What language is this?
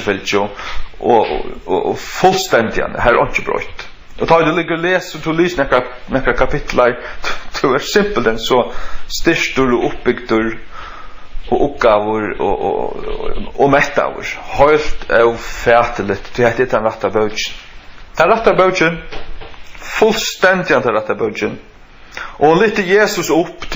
Faroese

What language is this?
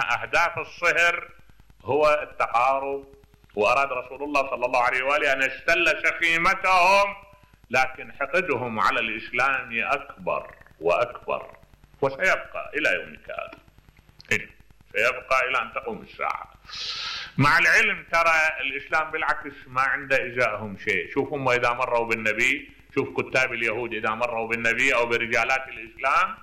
Mesopotamian Arabic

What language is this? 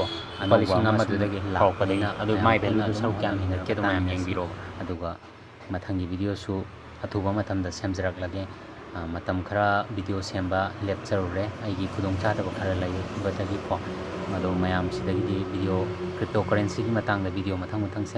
Manipuri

